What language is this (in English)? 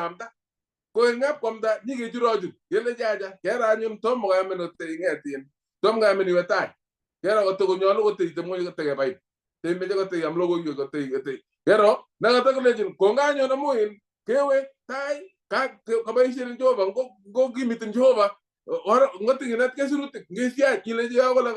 Kalenjin